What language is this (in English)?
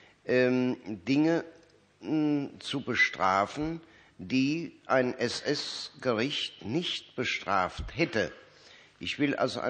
German